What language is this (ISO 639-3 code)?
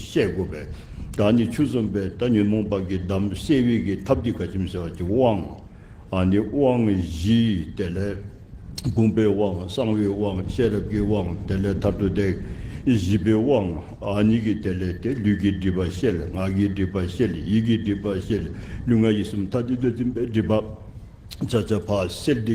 dzo